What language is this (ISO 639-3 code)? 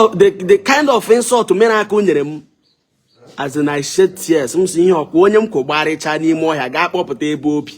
ibo